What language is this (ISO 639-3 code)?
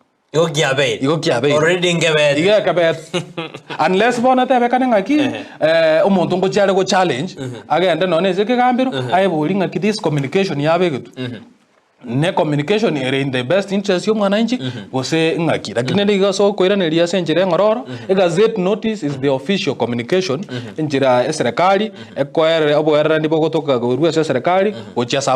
guz